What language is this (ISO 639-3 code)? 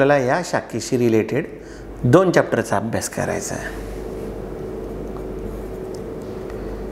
mar